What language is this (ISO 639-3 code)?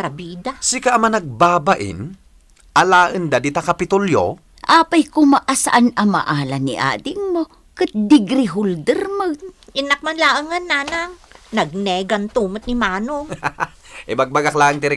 ilo